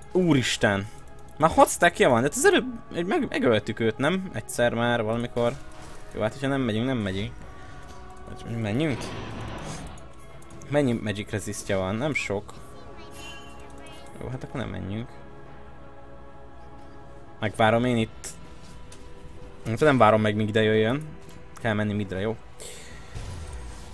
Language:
Hungarian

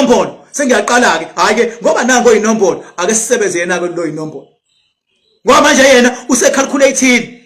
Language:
Zulu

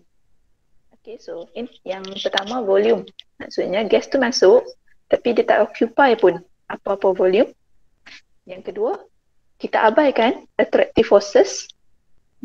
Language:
Malay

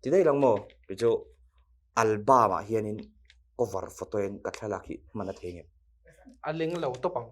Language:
Mizo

